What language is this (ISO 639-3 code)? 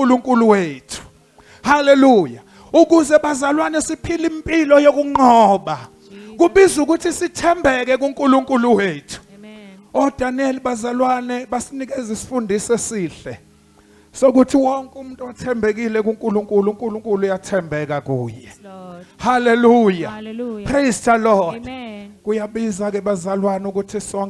zul